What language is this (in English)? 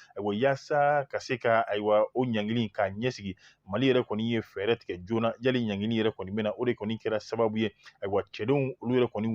Bambara